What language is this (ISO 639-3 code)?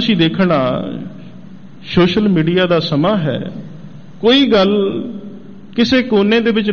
pan